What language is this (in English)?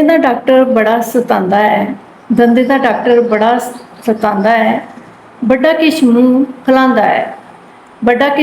Dogri